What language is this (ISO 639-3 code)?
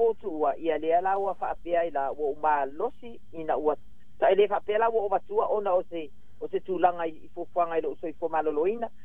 smo